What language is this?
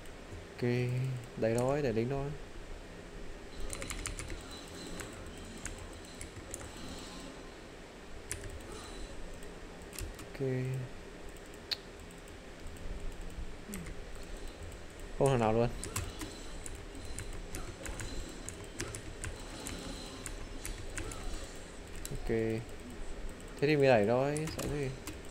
Vietnamese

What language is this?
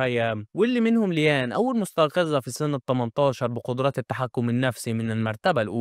Egyptian Arabic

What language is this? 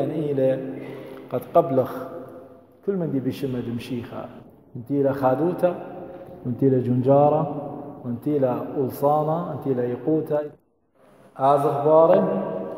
Assyrian Neo-Aramaic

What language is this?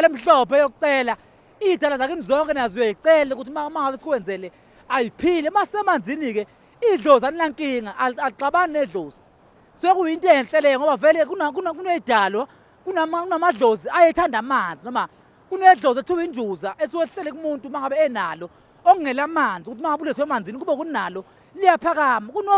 Zulu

